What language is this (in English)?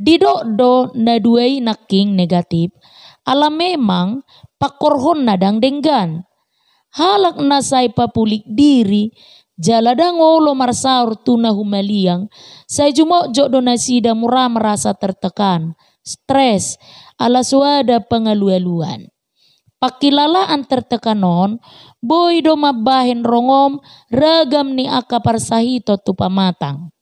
Batak Toba